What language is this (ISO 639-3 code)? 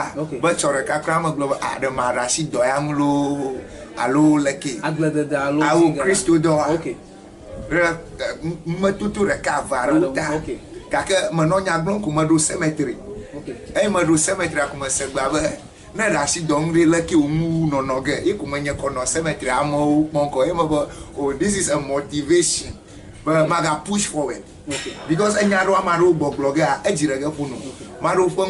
ewe